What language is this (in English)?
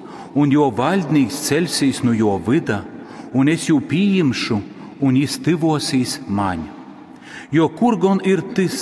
Latgalian